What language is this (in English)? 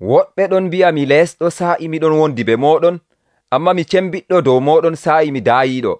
Nigerian Fulfulde